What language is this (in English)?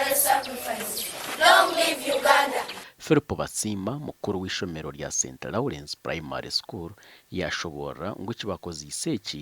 Nyankole